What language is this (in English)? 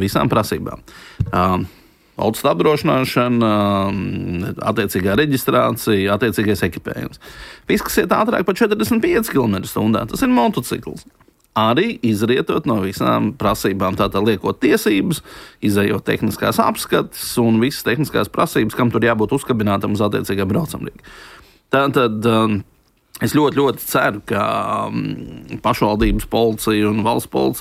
Latvian